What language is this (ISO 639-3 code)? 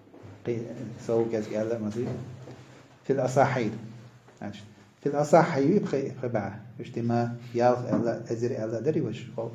che